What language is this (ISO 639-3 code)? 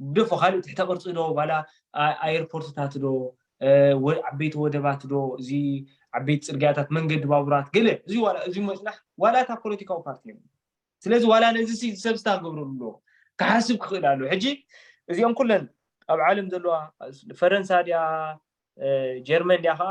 tir